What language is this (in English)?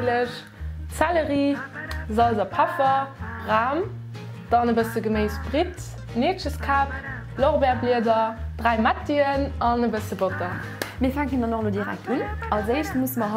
Luxembourgish